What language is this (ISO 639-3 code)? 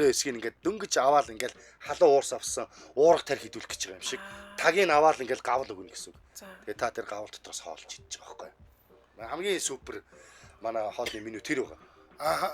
mon